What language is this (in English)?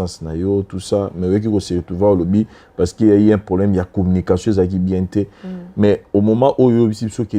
Lingala